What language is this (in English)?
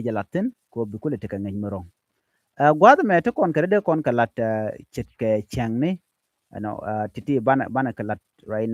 Nuer